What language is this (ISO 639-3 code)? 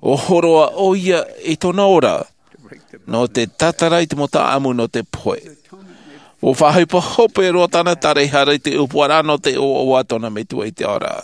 tah